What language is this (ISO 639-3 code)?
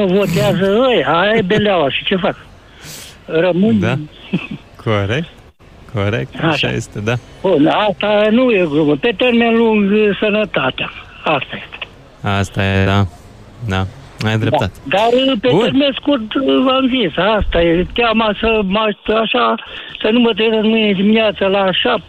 ron